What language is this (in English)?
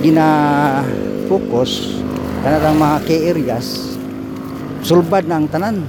Cebuano